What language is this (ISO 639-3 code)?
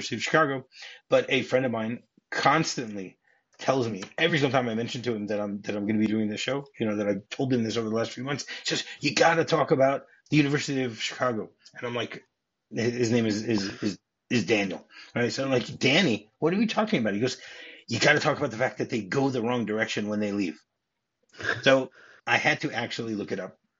eng